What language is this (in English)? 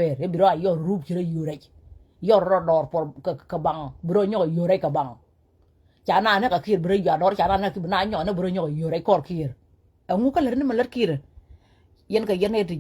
Nuer